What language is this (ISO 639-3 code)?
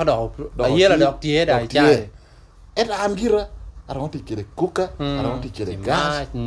laj